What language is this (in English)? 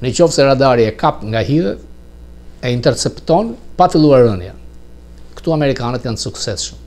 Albanian